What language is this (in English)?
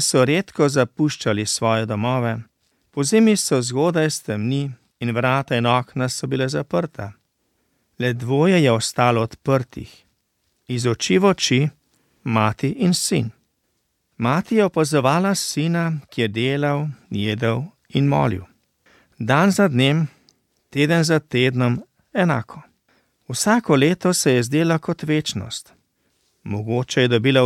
Slovenian